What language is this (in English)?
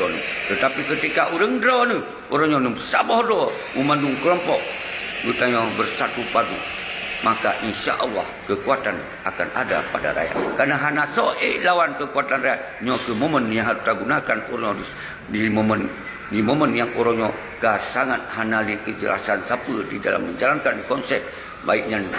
Achinese